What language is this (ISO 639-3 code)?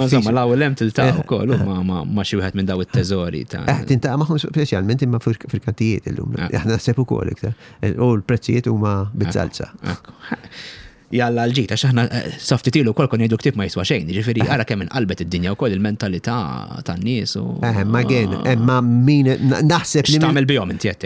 mlt